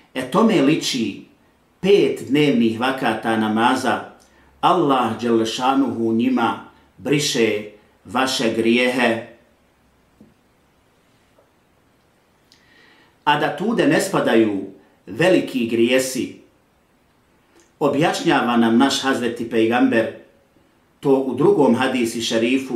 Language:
Bosnian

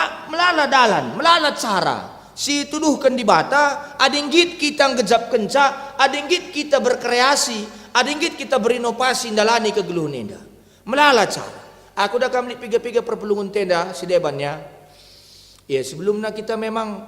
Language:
Batak Karo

